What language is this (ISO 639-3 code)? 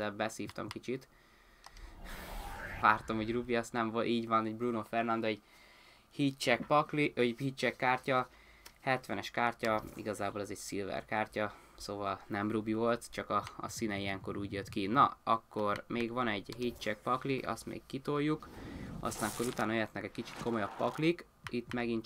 hun